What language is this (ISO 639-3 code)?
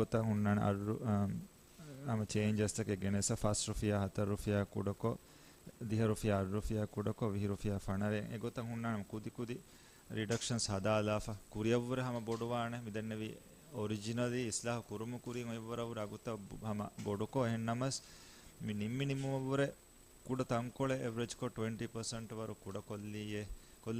div